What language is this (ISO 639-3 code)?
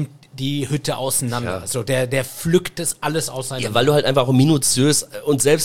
deu